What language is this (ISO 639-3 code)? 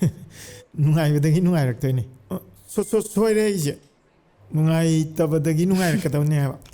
mni